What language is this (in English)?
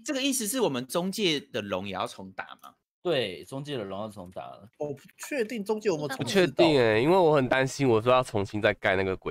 Chinese